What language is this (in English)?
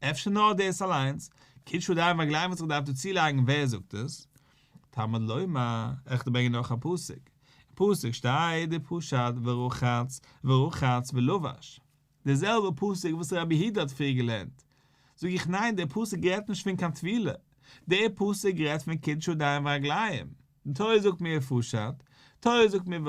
Yiddish